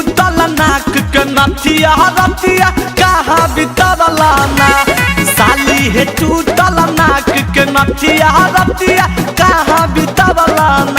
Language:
Magahi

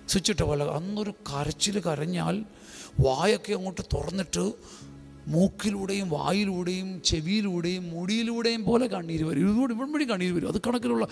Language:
Malayalam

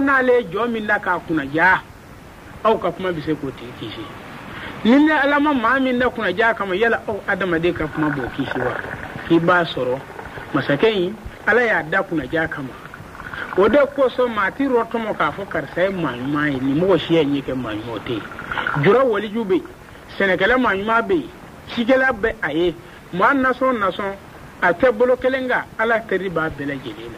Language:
Bambara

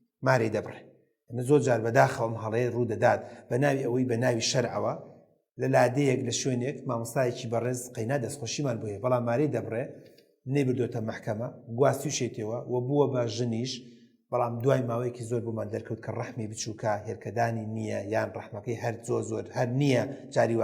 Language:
Central Kurdish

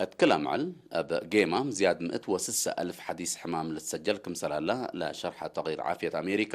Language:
Tigre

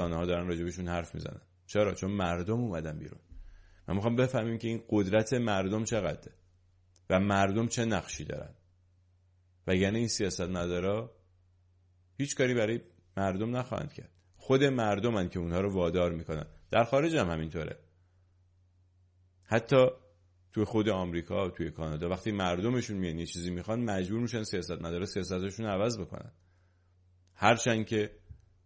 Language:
Persian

